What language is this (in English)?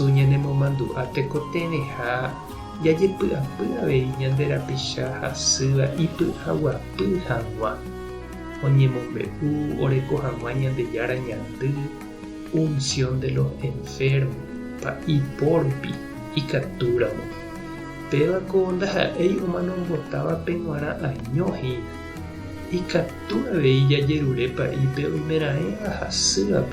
Guarani